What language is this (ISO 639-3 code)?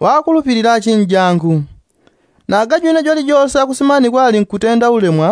yao